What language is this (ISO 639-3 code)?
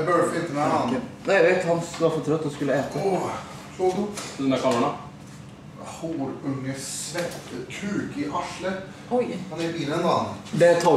swe